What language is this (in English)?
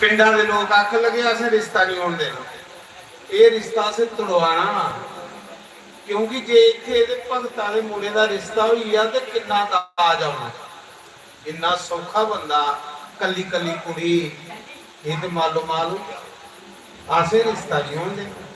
Dogri